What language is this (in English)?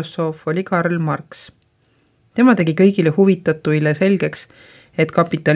Estonian